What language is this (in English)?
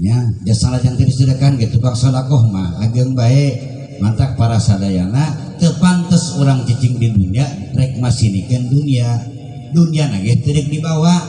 Sundanese